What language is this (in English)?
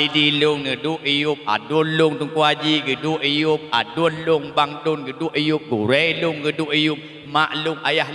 Achinese